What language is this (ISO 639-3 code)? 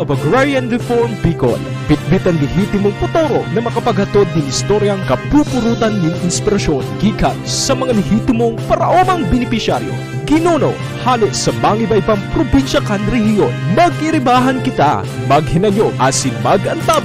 bik